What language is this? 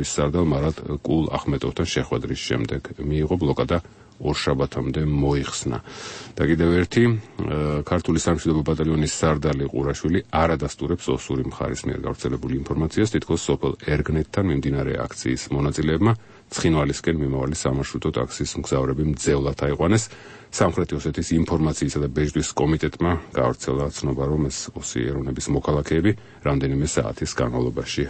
Georgian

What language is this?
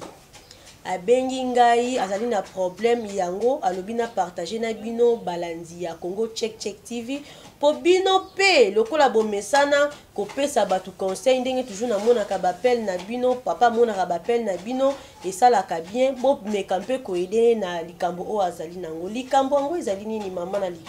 Lingala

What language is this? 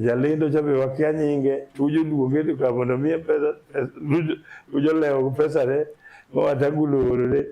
Luo (Kenya and Tanzania)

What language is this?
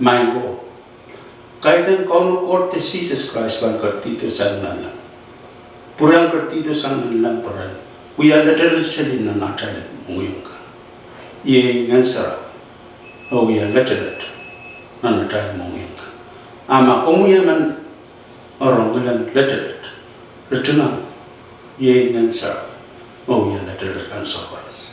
Pohnpeian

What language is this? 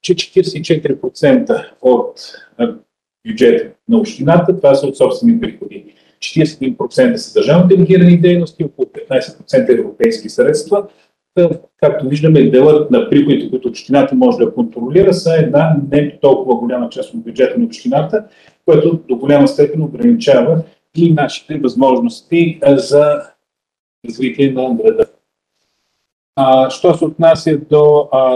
Bulgarian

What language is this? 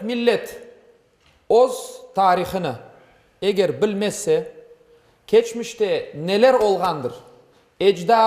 Crimean Tatar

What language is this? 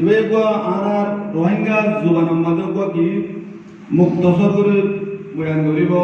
Rohingya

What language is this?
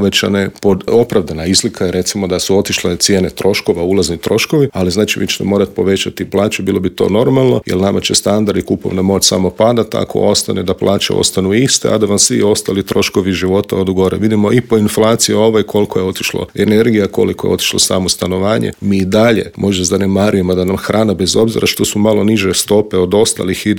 Croatian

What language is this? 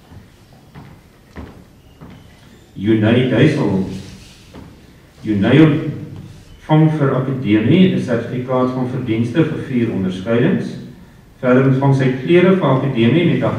Afrikaans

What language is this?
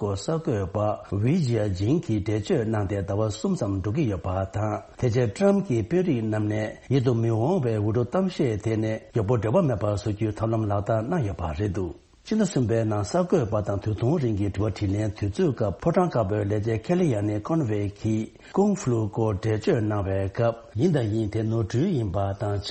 Tibetan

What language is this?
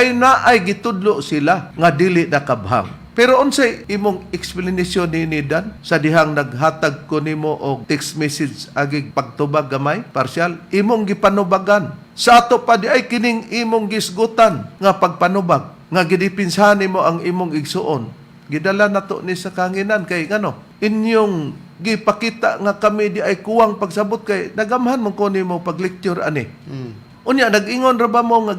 Cebuano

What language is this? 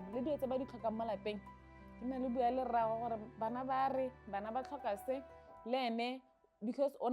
Tswana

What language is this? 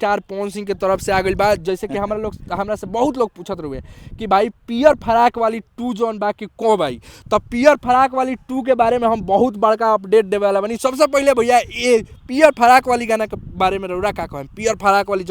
Bhojpuri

